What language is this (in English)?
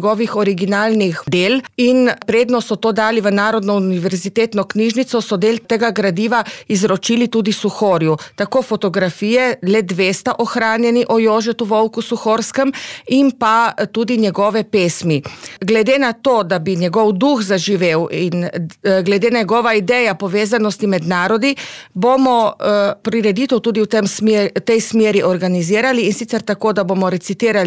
Slovenian